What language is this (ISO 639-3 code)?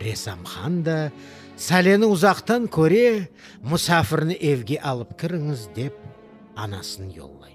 crh